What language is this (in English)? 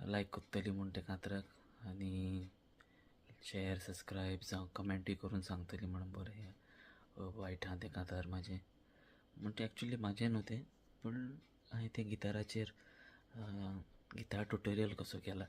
Konkani